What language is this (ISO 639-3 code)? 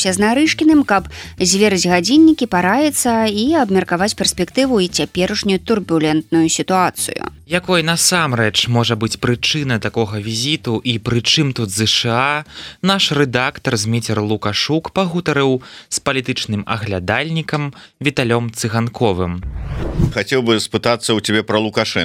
bel